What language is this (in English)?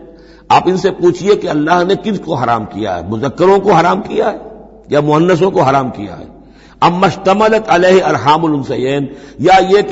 Urdu